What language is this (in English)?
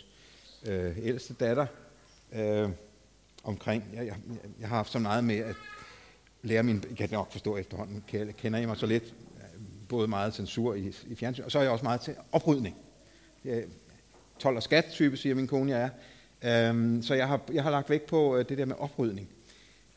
Danish